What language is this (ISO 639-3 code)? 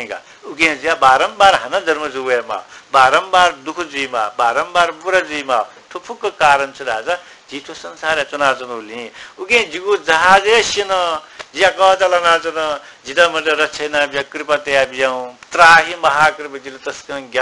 new